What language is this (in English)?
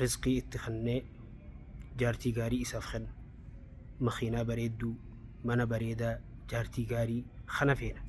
Oromo